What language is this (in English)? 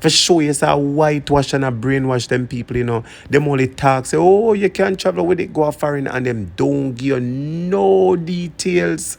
Jamaican Creole English